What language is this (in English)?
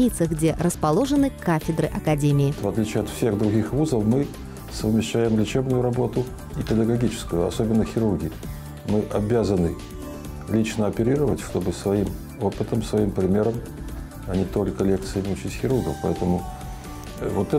Russian